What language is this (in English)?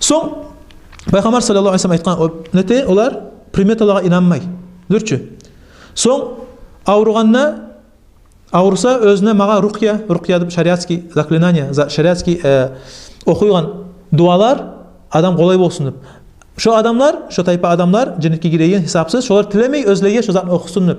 Kumyk